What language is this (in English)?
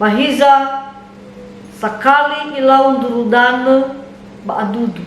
Nias